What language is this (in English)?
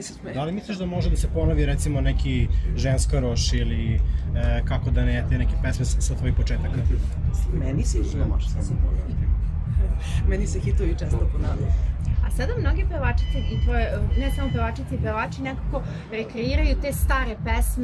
Serbian